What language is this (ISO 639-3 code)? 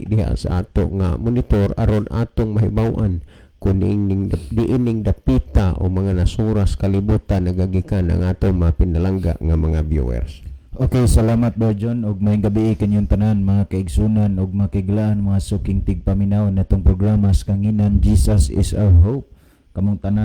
ceb